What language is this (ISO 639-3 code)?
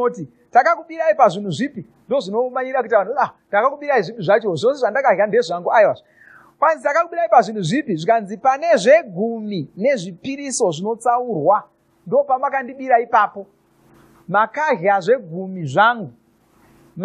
sna